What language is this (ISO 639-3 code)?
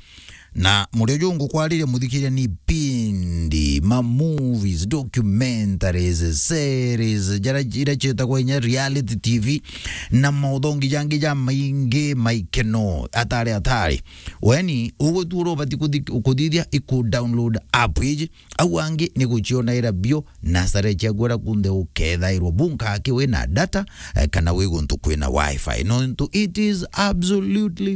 mer